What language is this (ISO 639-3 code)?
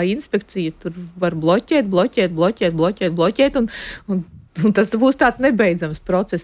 lav